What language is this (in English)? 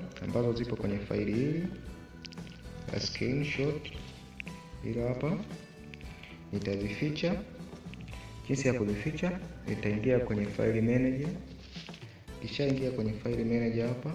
Swahili